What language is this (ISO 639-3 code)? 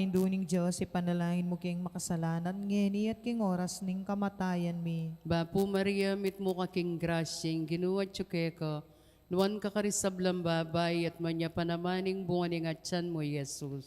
pam